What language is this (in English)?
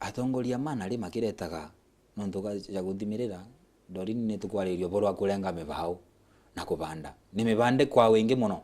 Meru